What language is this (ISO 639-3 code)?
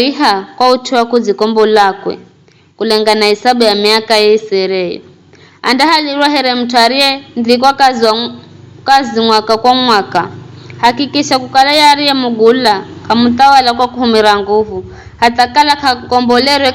nyf